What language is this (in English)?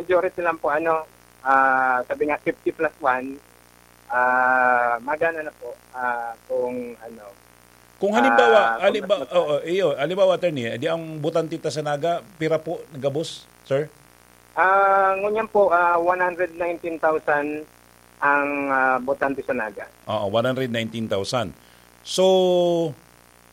Bikol